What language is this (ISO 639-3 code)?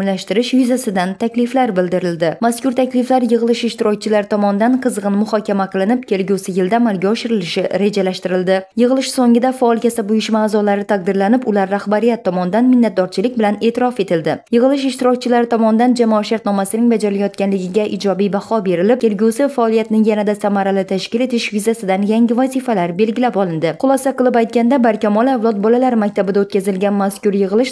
uzb